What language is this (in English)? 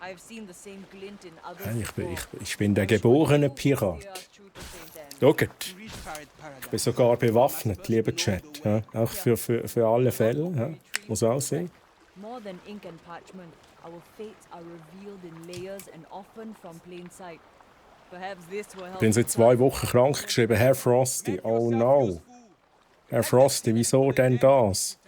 Swiss German